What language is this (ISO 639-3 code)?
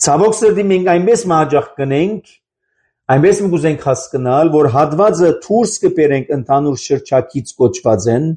hye